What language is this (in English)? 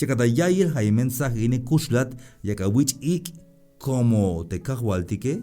Tzeltal